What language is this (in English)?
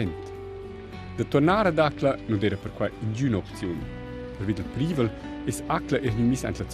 Romansh